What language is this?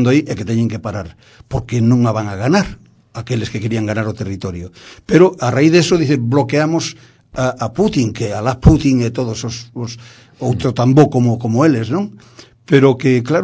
Galician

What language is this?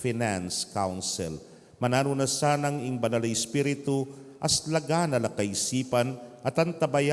Pampanga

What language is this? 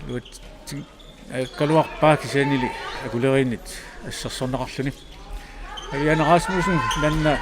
Kalaallisut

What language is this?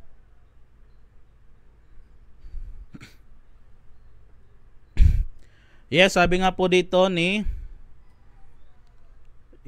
Filipino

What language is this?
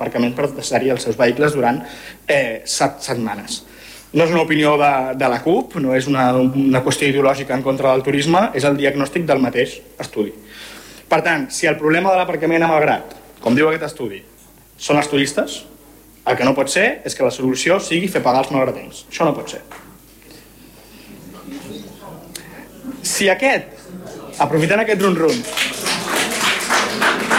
Catalan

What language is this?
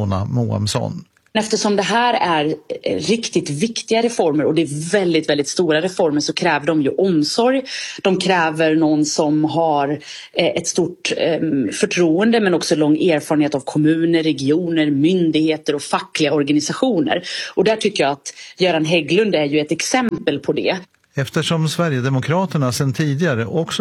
Swedish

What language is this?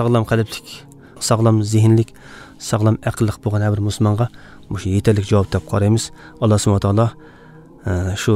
Uyghur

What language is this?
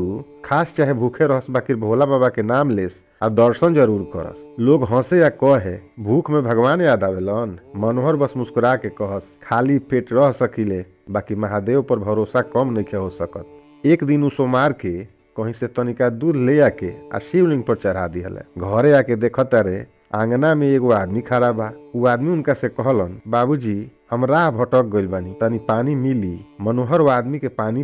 Bhojpuri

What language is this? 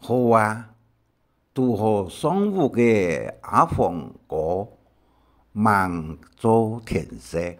Hakka Chinese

